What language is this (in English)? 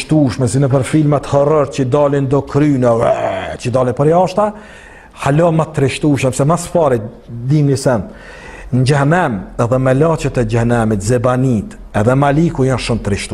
Albanian